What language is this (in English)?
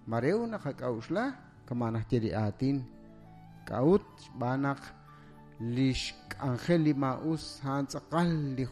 Kekchí